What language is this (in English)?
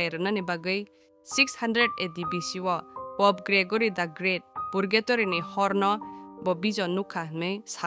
Kok Borok